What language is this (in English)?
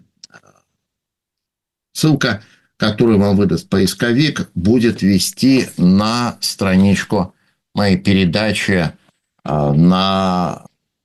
Russian